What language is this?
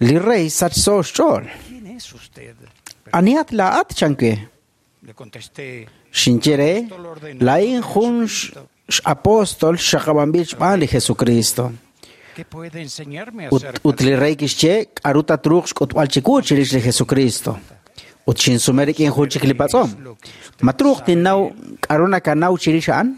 Kekchí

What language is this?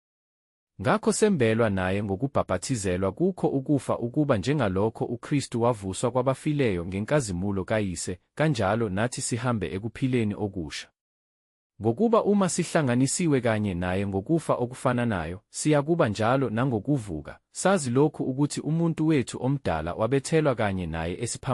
Zulu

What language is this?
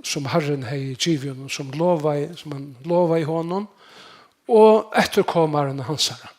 Faroese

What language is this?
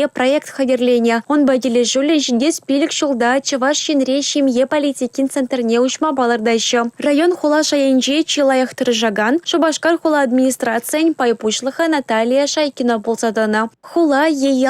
Chuvash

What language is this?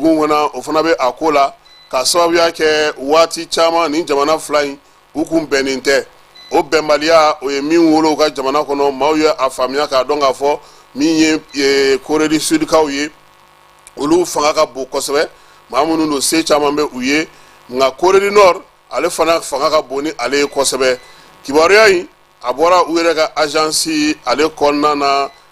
Bambara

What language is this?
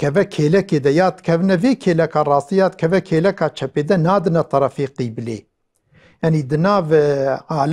Kurdish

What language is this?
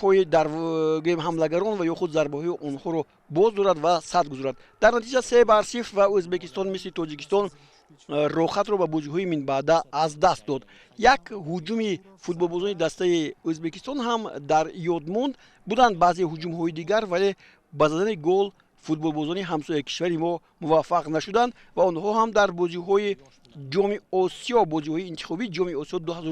Tajik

